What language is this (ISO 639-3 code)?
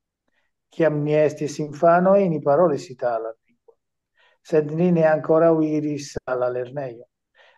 epo